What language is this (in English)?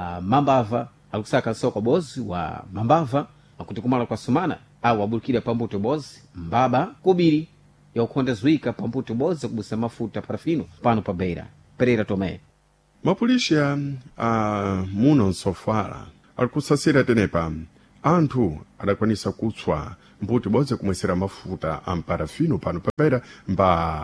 Sena